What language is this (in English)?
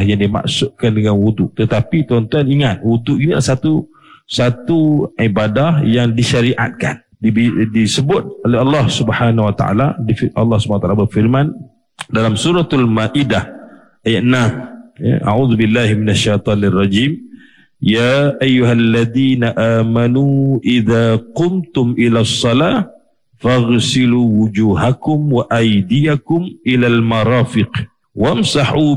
Malay